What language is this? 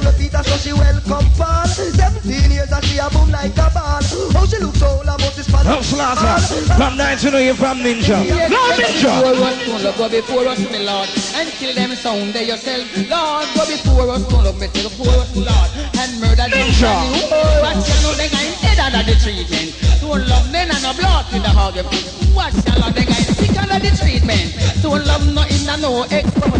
Jamaican Creole English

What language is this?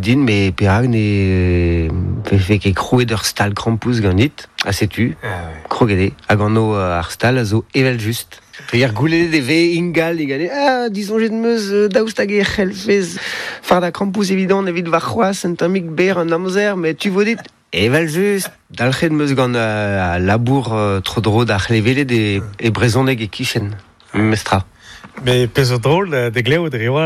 Breton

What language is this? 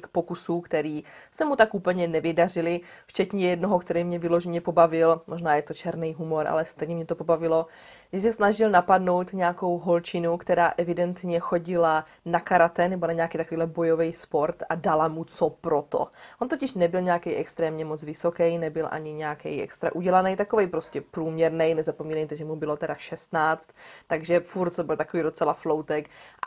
Czech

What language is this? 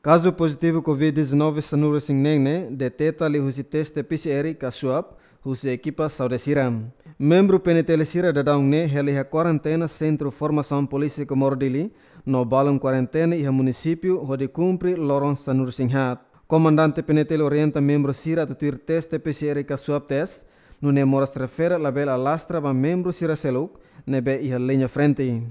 Tetum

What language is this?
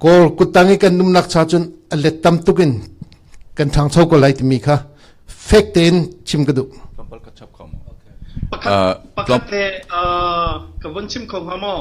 Hakha Chin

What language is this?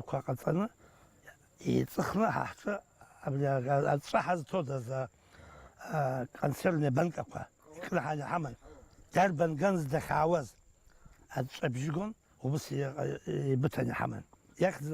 Abkhazian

